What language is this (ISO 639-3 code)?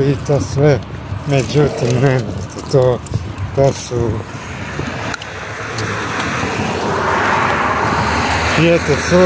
hrv